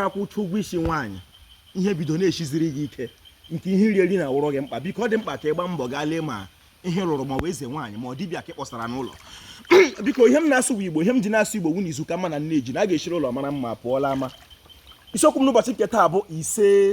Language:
Igbo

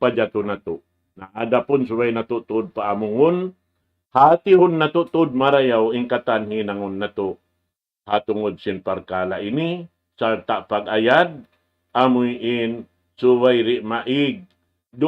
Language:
Tausug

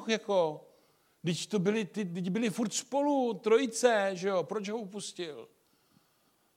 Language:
Czech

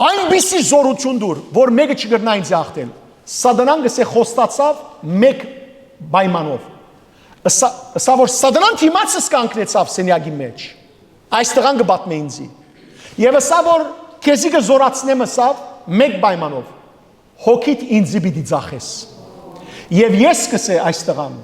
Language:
Western Armenian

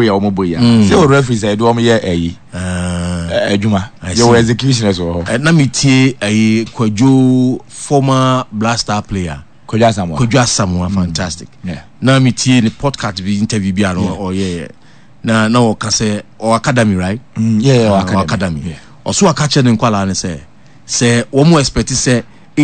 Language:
Akan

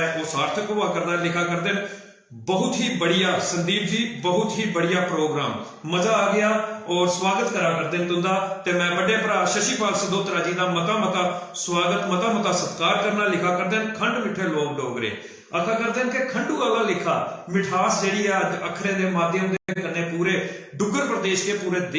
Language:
Dogri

